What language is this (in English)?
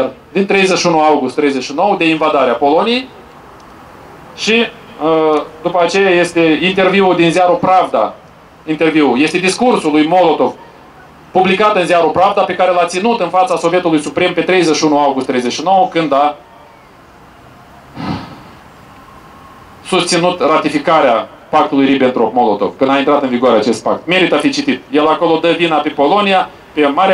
Romanian